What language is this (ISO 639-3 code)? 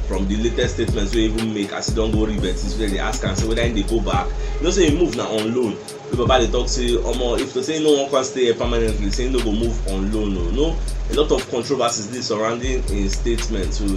pcm